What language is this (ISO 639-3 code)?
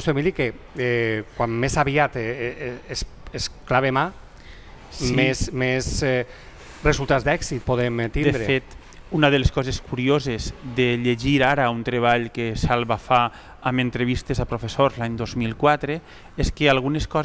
cat